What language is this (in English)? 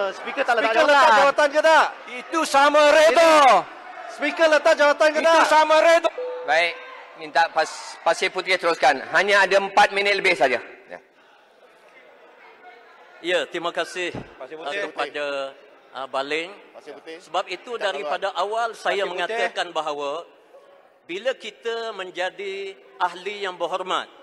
Malay